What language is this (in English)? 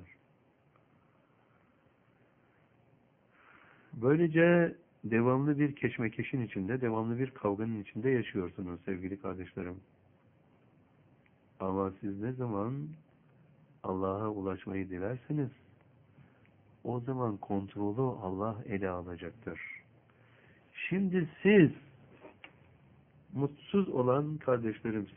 Turkish